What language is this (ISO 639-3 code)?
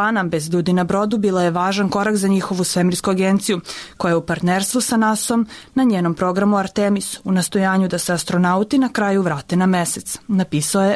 srp